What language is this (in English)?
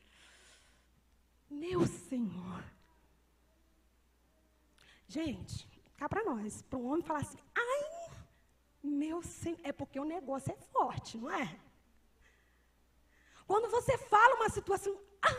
Portuguese